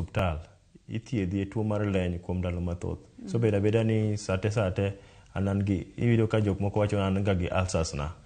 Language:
Luo (Kenya and Tanzania)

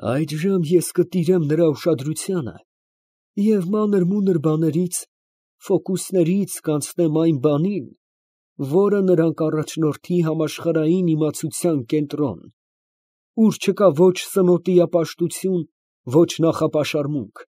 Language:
Armenian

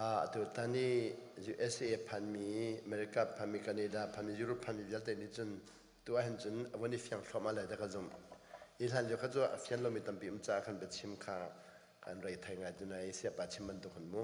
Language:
Hakha Chin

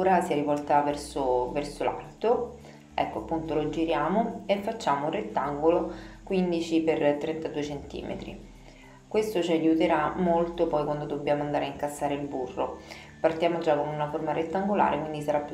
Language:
Italian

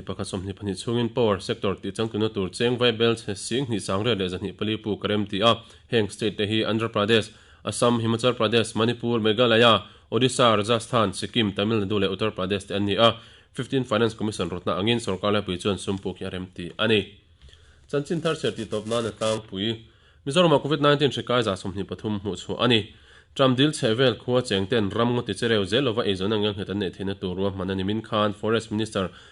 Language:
Mizo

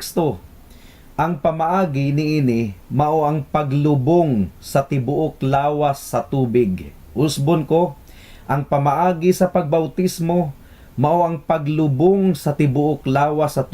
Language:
Cebuano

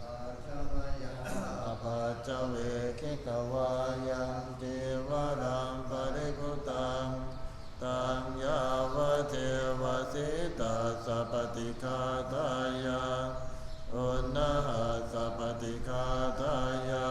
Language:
Pali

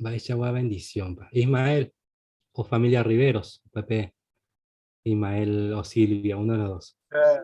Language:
Guarani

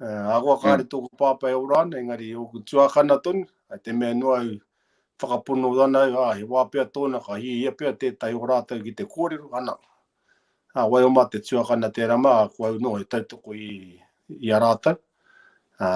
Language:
Māori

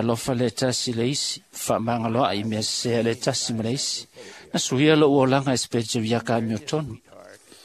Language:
Samoan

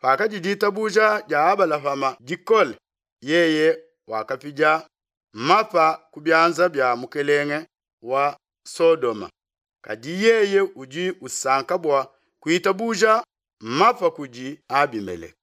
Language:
Luba-Lulua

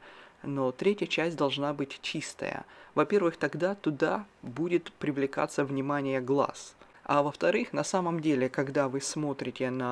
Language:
Russian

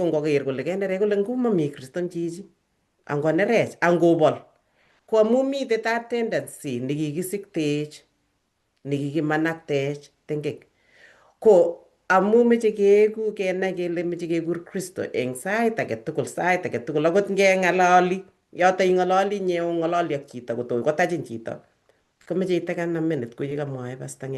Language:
Kalenjin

